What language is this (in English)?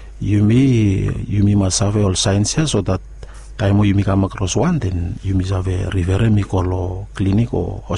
Bislama